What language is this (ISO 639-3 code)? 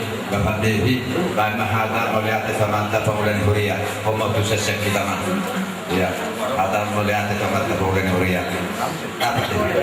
bbc